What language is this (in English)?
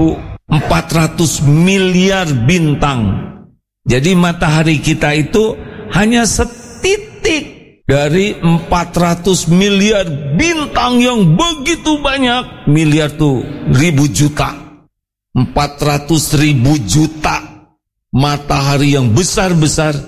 Indonesian